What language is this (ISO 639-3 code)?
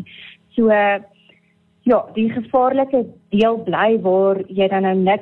afr